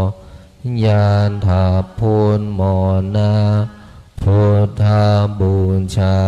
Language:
Pali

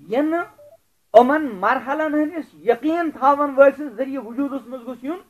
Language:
Kashmiri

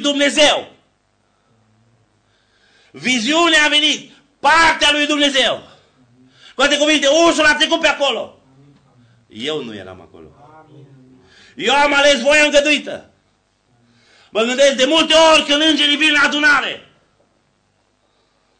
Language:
Romanian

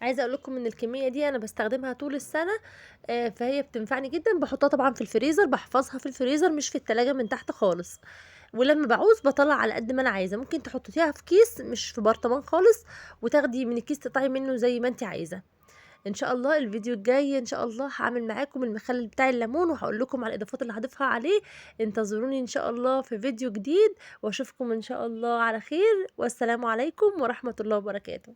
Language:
Egyptian Arabic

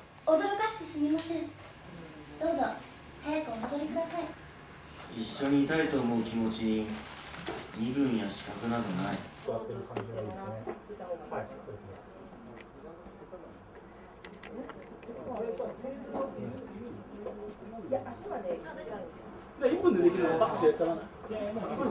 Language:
Japanese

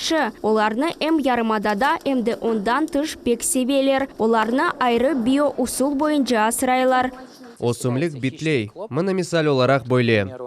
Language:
Crimean Tatar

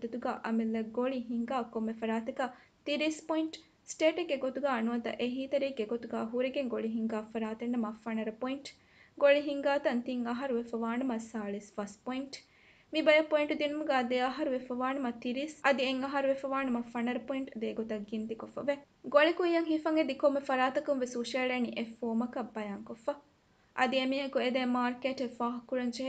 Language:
Divehi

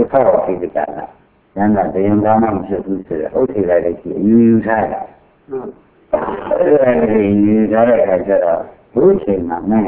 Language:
Burmese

